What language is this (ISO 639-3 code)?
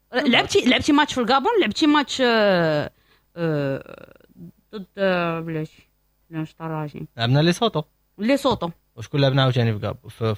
ary